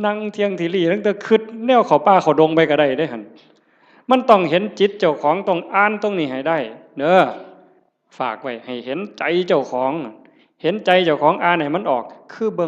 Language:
Northeastern Thai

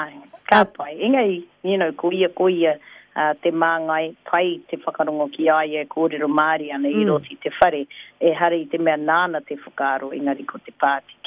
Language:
Māori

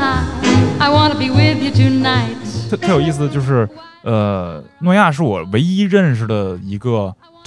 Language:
Chinese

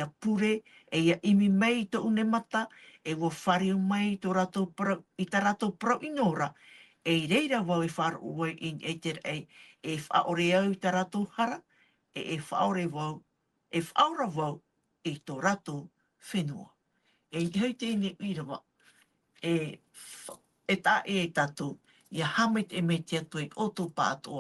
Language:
Tahitian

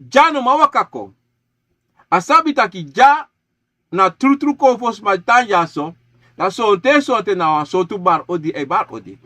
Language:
Sranan Tongo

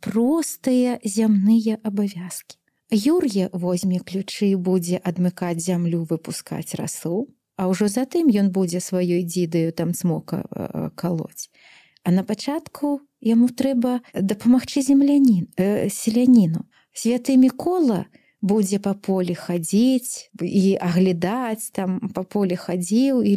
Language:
Belarusian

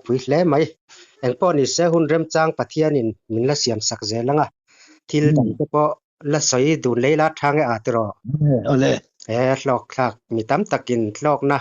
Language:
Mizo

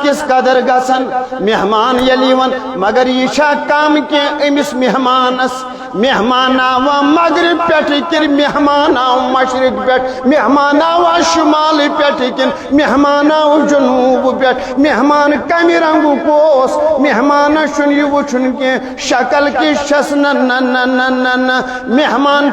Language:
Kashmiri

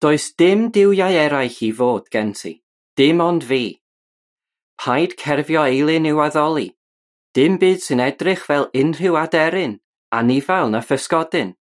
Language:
Welsh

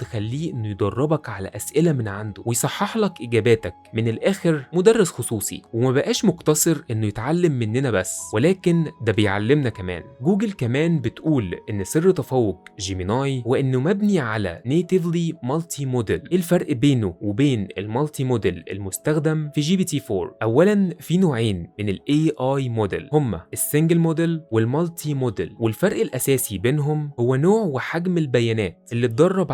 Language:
Egyptian Arabic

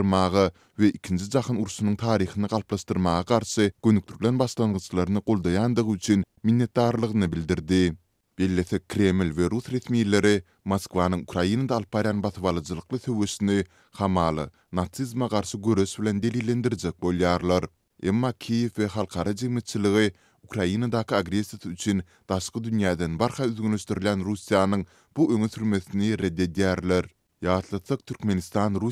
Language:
Turkmen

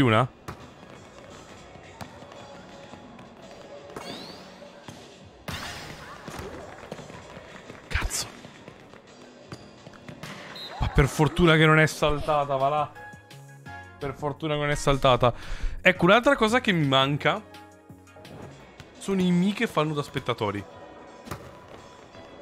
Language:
Italian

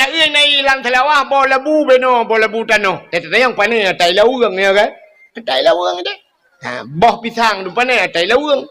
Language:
Achinese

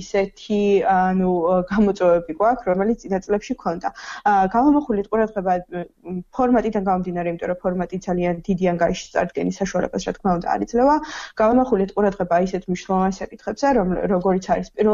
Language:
Georgian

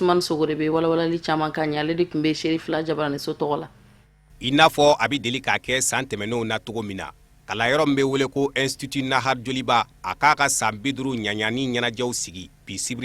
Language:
Bambara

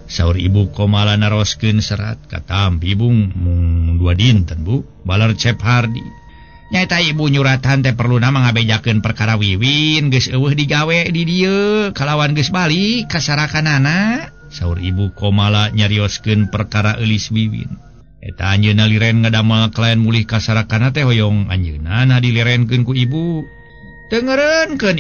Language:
Sundanese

